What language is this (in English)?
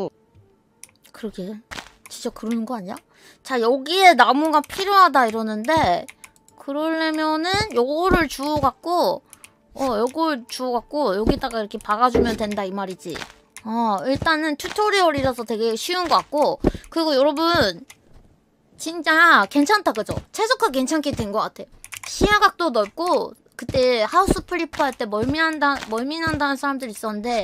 Korean